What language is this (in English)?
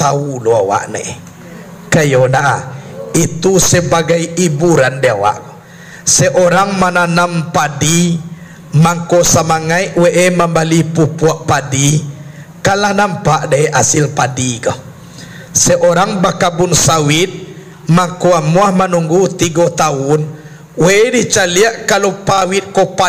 Minangkabau